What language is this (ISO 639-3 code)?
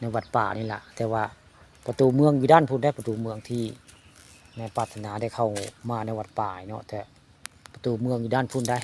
tts